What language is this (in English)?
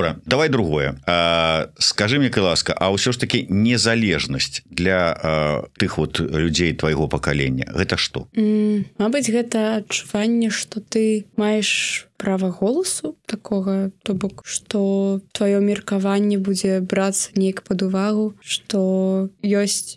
Belarusian